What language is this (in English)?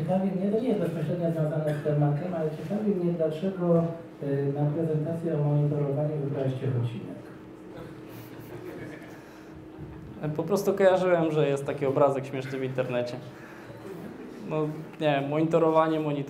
Polish